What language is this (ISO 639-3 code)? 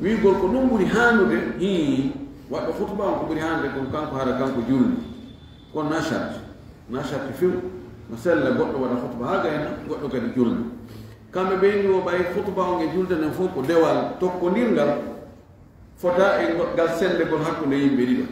ful